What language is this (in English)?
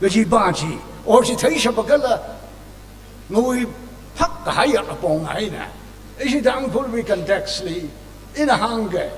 Tangkhul Naga (India)